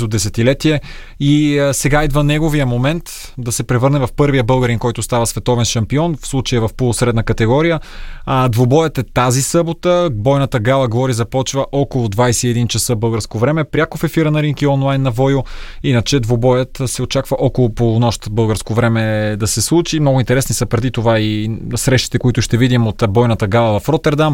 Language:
Bulgarian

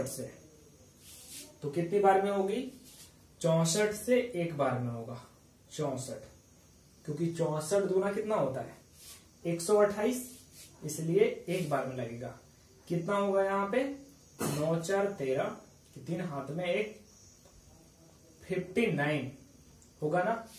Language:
Hindi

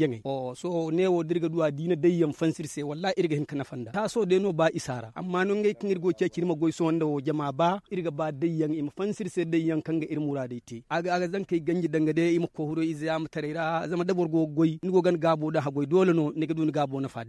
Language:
Zarma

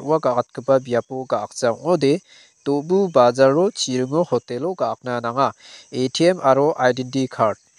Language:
Garo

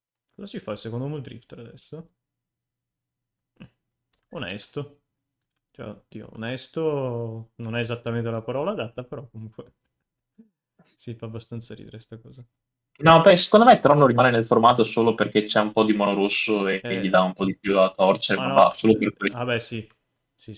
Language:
Italian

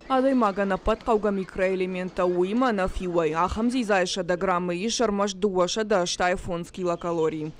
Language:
Ossetic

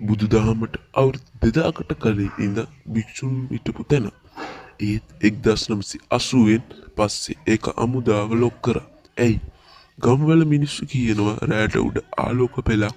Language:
Sinhala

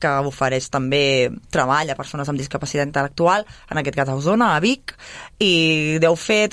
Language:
Catalan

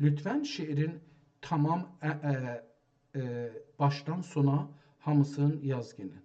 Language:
South Azerbaijani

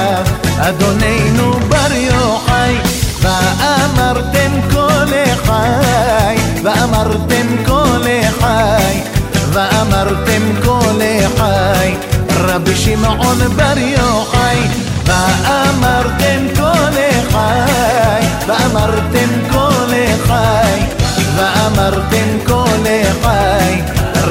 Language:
Hebrew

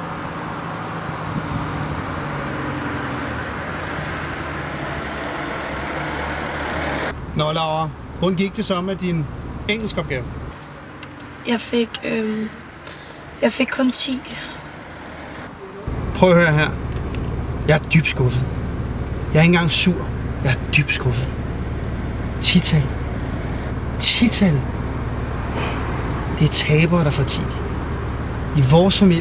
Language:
Danish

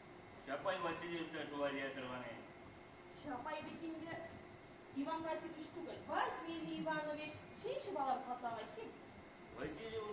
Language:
Tatar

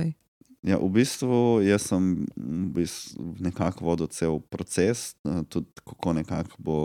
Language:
Slovenian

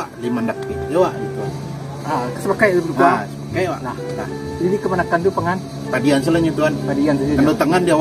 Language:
Minangkabau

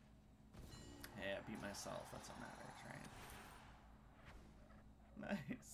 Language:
English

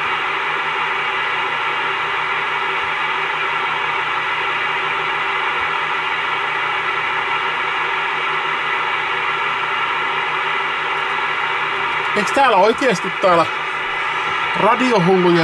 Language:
Finnish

